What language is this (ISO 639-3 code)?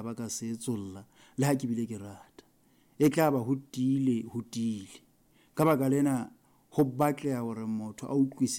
sot